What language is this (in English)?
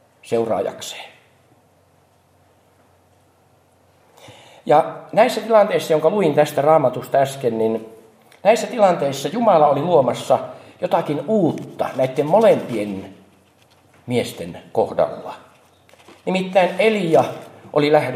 Finnish